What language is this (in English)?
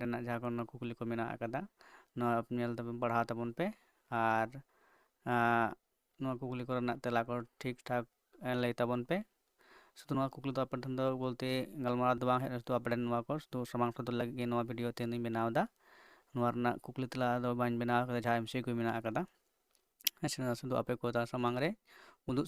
Santali